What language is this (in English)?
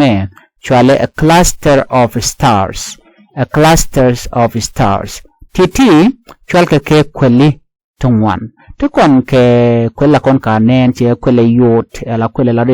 Nuer